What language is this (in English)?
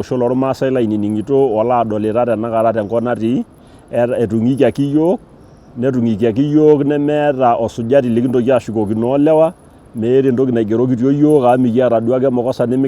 Masai